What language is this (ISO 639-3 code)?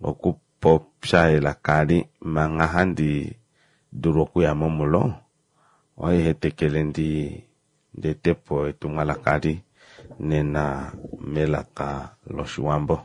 kua